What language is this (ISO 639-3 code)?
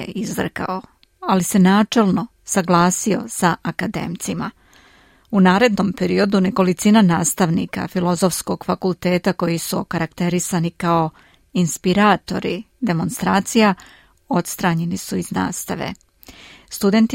srp